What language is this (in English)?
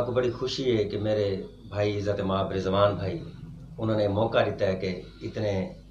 Saraiki